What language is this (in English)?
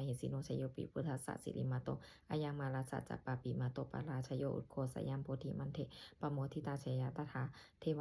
Pali